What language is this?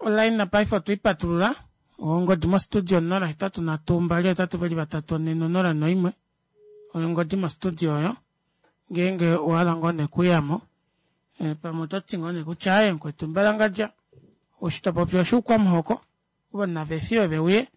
Kuanyama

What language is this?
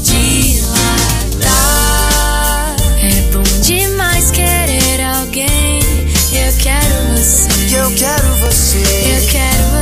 Portuguese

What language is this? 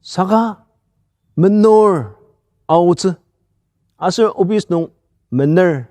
Ao Naga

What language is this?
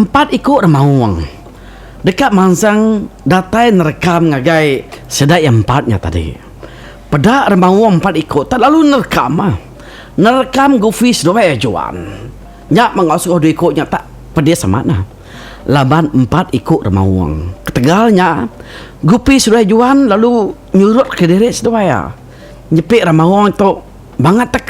Iban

